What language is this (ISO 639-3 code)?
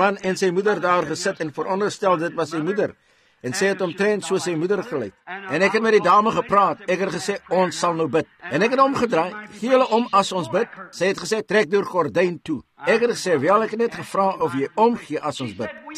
afr